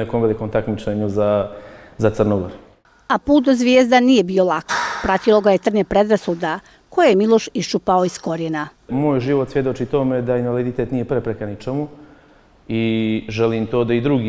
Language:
Bosnian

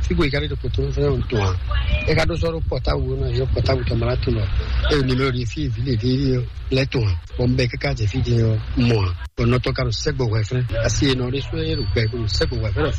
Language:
Fon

